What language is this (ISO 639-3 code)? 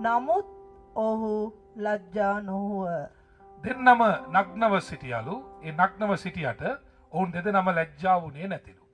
sin